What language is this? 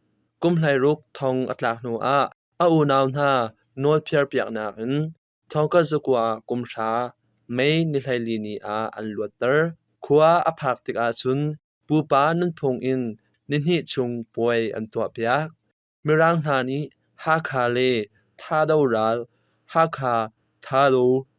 Hakha Chin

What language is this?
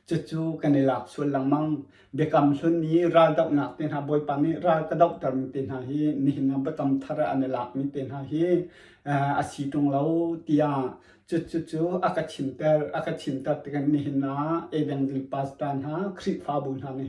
Hakha Chin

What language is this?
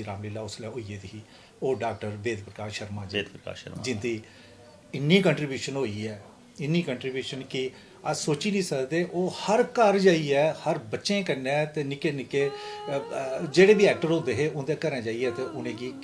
Dogri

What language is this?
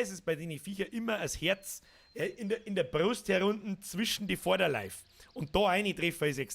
Bavarian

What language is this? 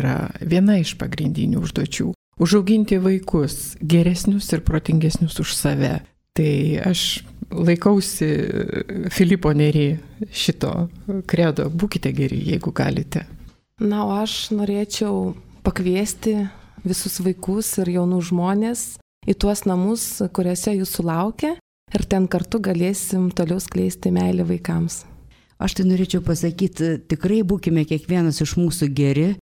Lithuanian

